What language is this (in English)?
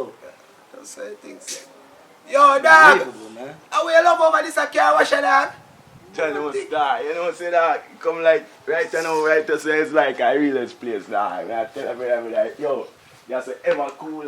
Jamaican Creole English